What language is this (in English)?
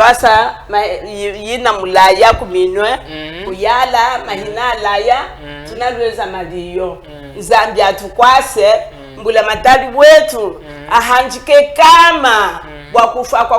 Chokwe